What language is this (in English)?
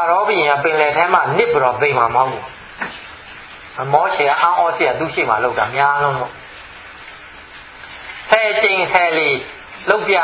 Burmese